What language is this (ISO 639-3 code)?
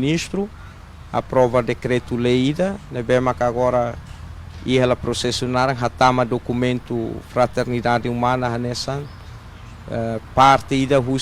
tet